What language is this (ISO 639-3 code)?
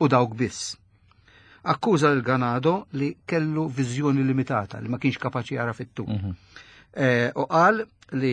mlt